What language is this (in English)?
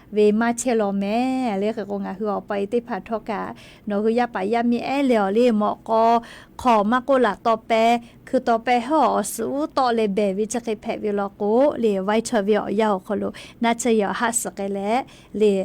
Lahu